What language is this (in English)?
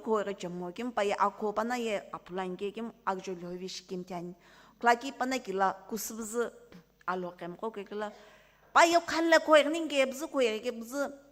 Sumi Naga